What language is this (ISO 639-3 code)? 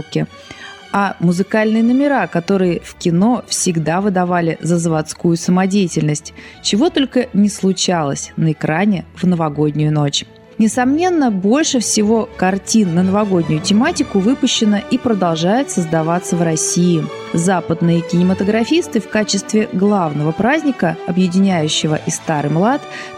rus